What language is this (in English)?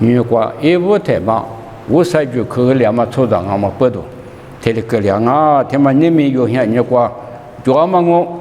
Lisu